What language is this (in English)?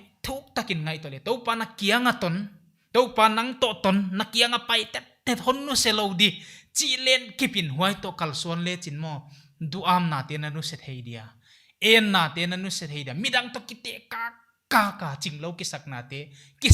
Paite Chin